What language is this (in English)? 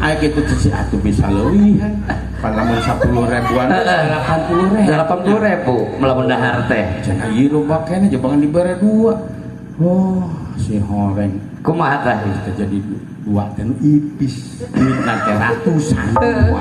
Sundanese